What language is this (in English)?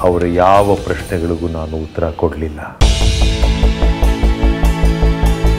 Kannada